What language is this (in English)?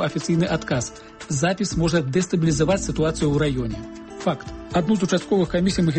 Belarusian